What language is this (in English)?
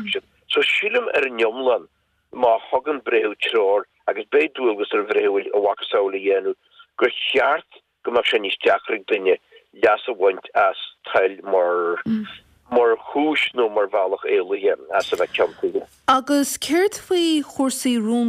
Irish